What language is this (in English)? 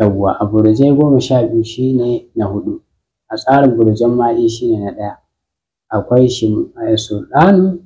Hausa